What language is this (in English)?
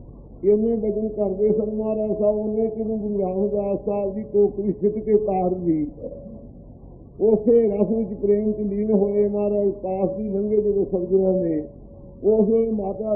Punjabi